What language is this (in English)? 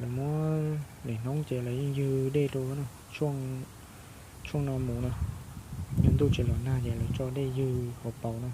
Hmong